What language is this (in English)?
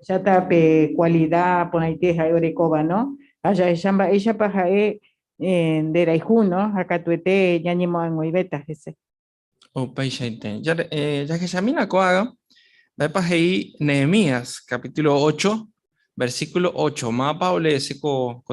Guarani